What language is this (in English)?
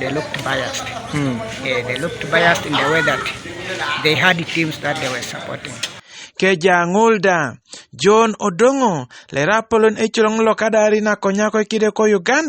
Teso